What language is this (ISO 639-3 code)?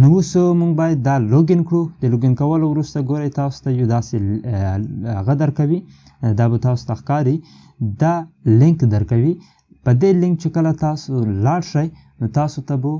pus